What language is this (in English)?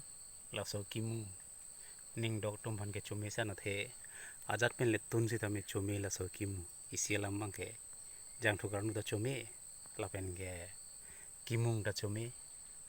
Karbi